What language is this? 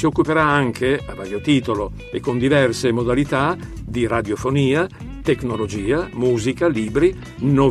Italian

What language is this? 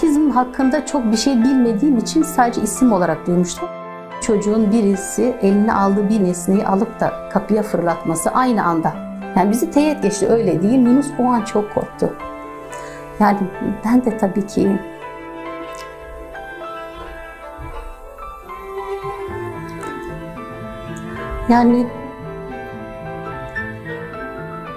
Turkish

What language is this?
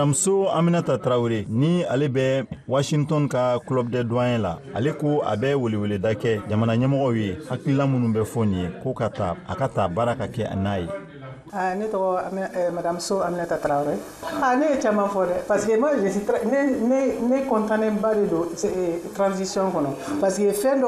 Bambara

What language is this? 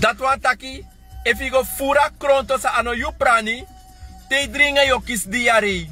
Sranan Tongo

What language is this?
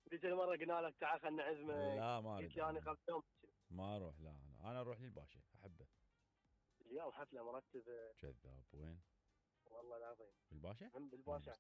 Mesopotamian Arabic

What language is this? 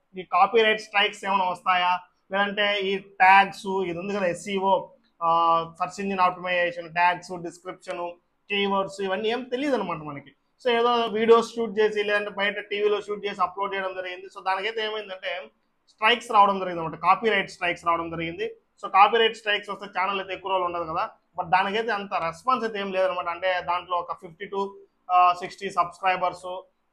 Telugu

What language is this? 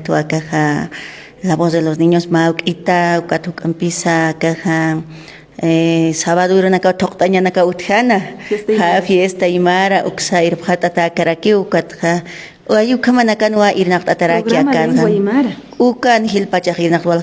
Aymara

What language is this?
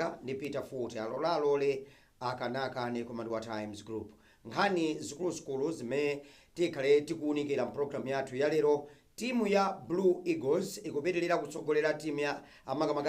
Nyanja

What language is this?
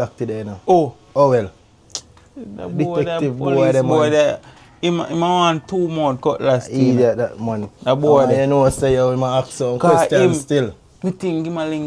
Jamaican Creole English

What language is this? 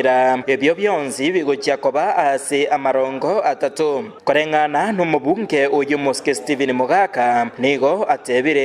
Gusii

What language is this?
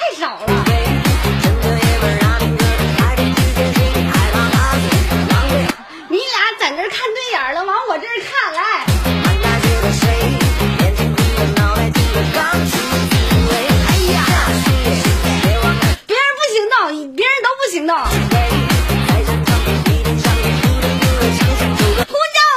Chinese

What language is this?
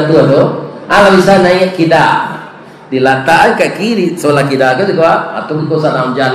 Minangkabau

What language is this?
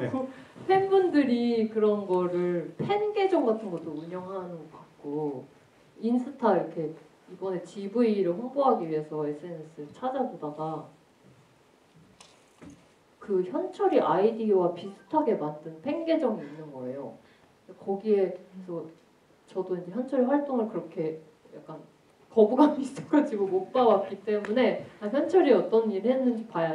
Korean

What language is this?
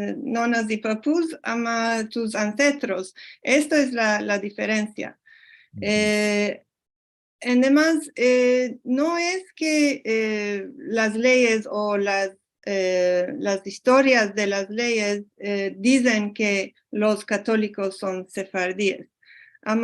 Ladino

